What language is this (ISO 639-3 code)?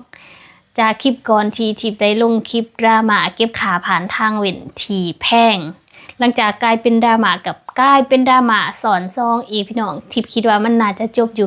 lao